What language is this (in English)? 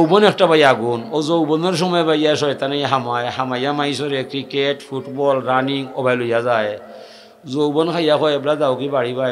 Sylheti